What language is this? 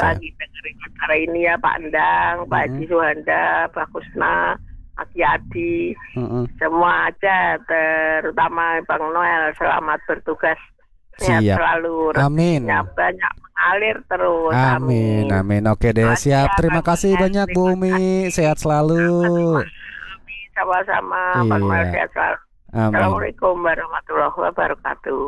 Indonesian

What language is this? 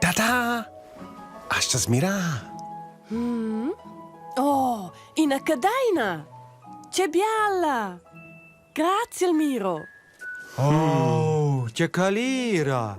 Romansh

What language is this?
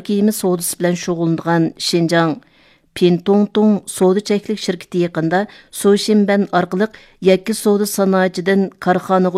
Uyghur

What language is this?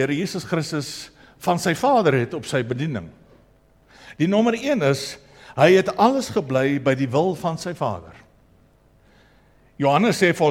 Afrikaans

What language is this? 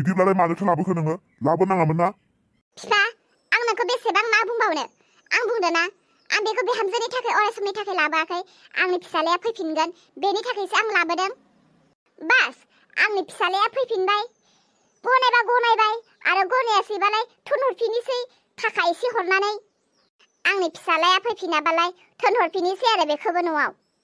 Bodo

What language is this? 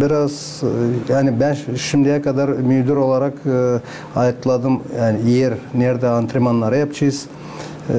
Gagauz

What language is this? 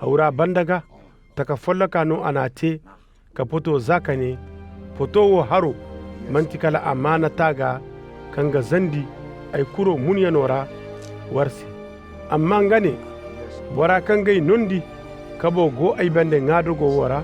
Koyraboro Senni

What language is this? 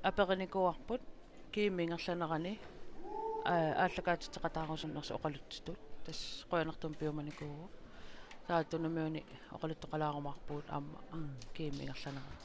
Kalaallisut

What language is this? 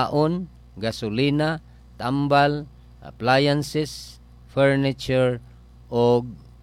Cebuano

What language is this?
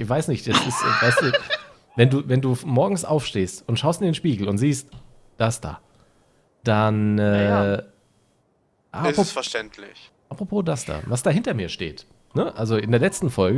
German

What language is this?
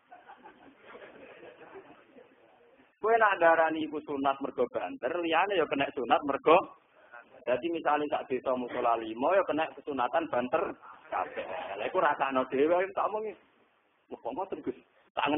Javanese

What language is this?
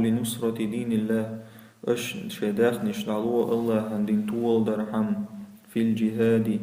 Chechen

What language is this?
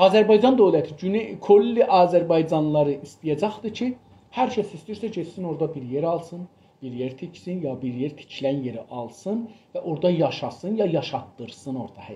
South Azerbaijani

